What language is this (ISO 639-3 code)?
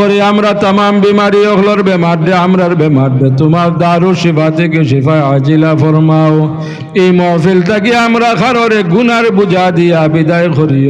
syl